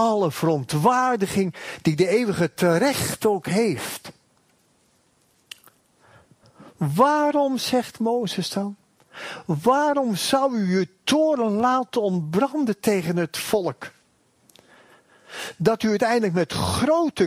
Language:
Dutch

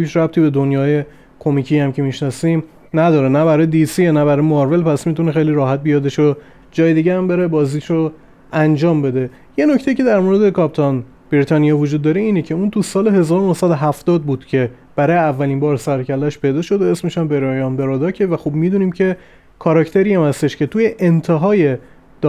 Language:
Persian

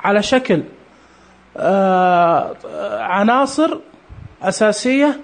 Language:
Najdi Arabic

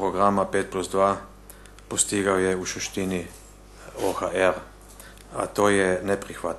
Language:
Bosnian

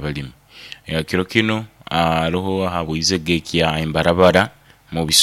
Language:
Nyoro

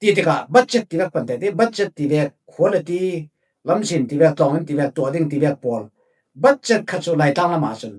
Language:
Falam Chin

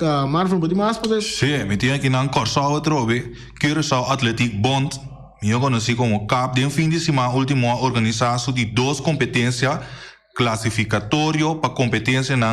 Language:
Papiamento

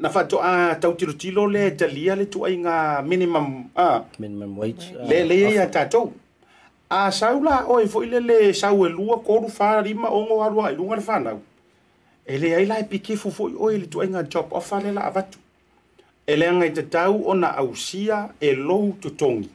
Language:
Samoan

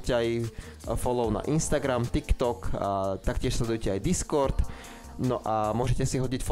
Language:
Slovak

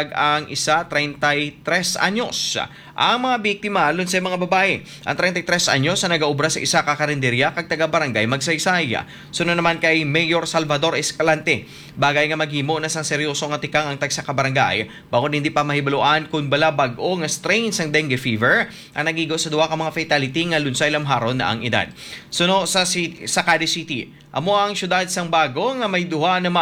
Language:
Hiligaynon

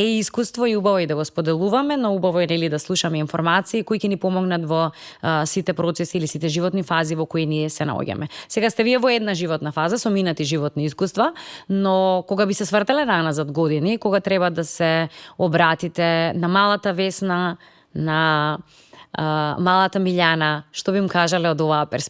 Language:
Macedonian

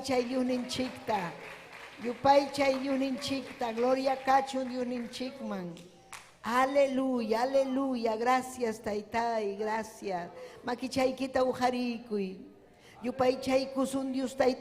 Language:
Ayacucho Quechua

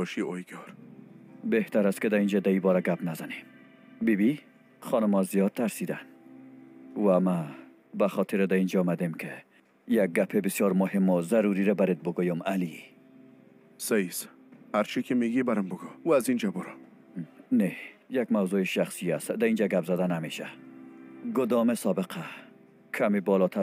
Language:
Persian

